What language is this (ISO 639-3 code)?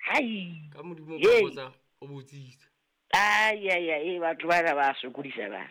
sot